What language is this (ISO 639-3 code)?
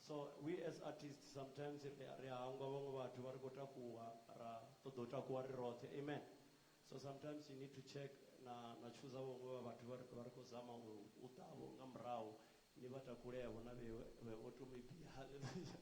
ven